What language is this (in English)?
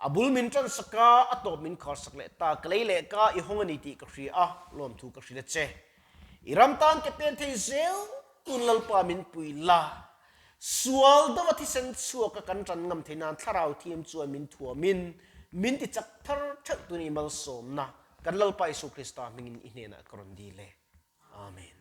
Mizo